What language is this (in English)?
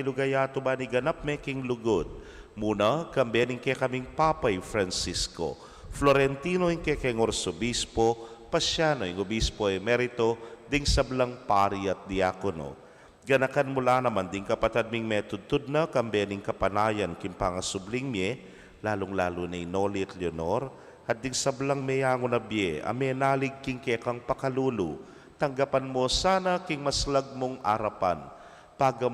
Pampanga